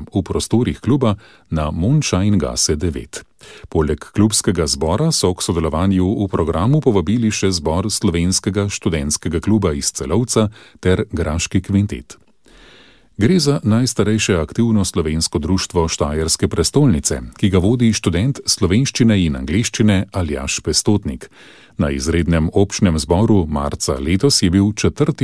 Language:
Slovenian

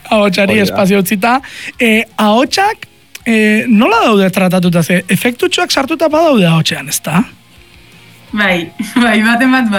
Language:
Basque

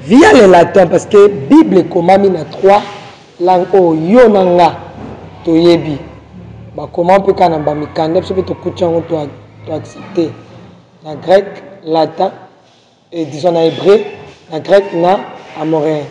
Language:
Lingala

